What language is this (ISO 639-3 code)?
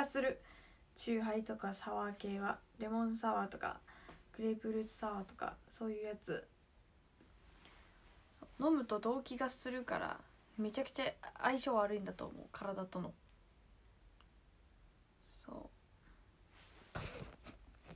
jpn